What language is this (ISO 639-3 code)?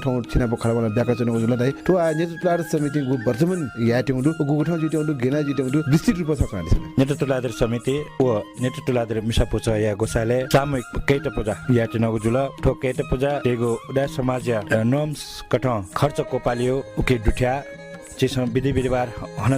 new